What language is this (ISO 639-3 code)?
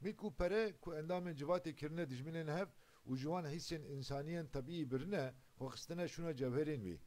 kur